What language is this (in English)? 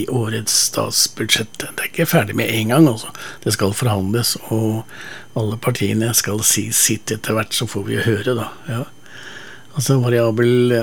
Norwegian